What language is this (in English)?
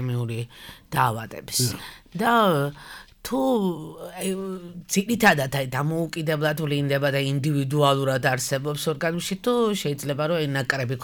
Georgian